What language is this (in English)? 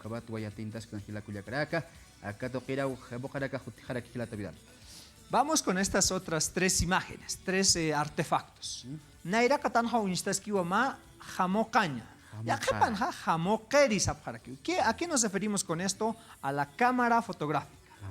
Aymara